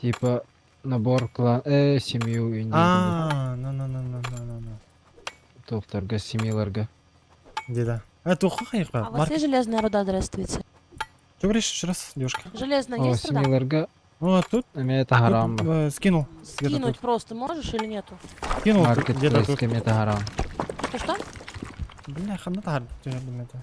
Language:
Yakut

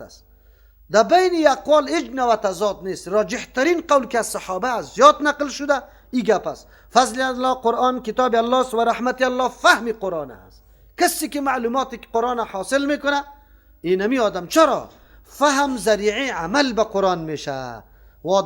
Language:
Persian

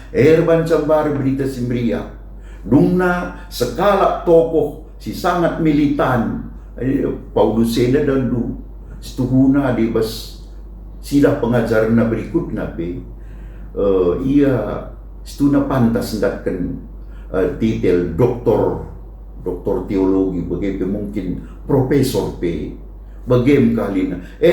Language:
Batak Karo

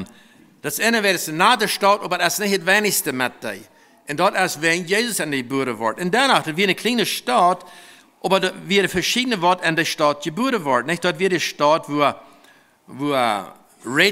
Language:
Plautdietsch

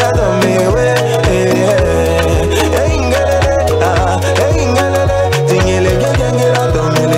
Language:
French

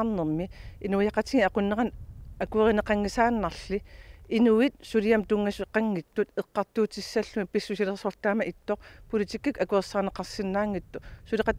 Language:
Kalaallisut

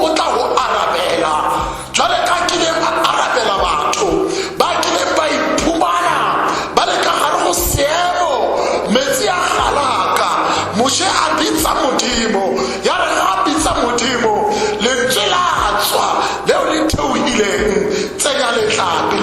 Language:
Tswana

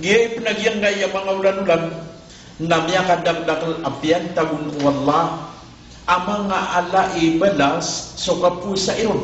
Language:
Maranao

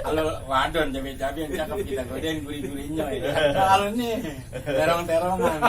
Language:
Betawi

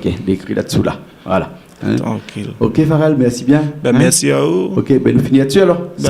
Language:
Réunion Creole French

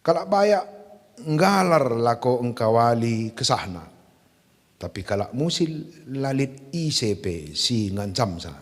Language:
Batak Karo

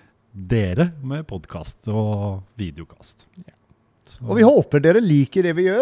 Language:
Norwegian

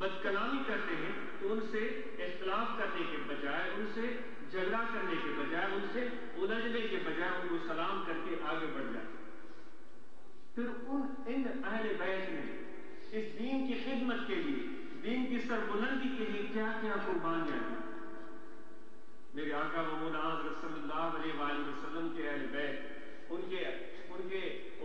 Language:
Urdu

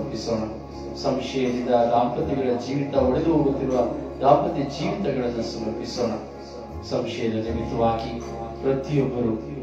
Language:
Kannada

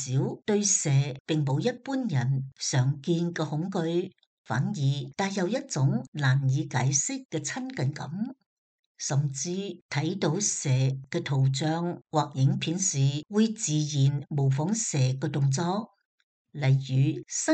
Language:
Cantonese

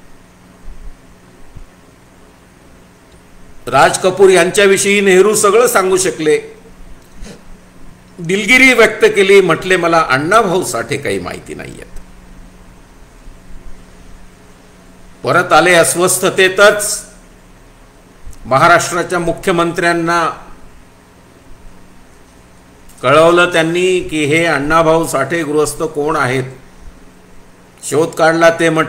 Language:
Marathi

